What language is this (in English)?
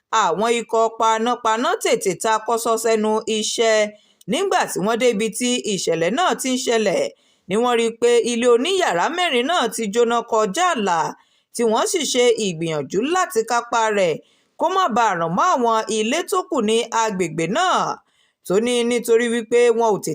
Yoruba